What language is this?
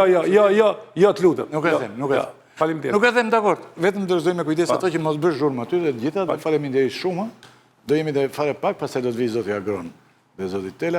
Albanian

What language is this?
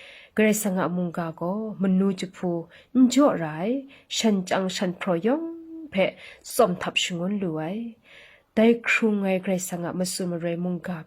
Kachin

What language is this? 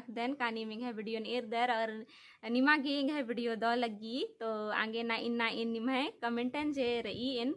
Kurukh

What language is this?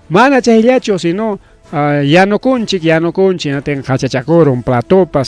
Ayacucho Quechua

